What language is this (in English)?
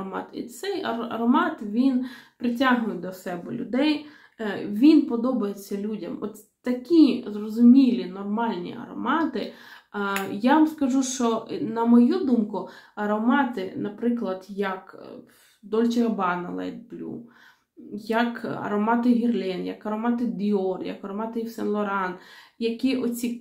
Ukrainian